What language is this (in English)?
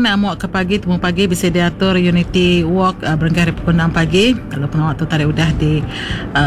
Iban